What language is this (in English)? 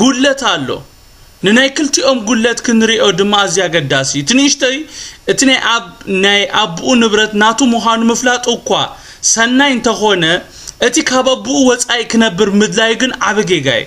Tigrinya